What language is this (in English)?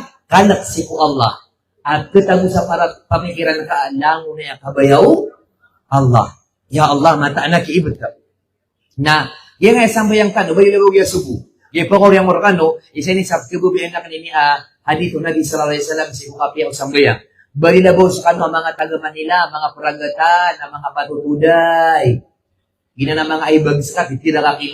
Maranao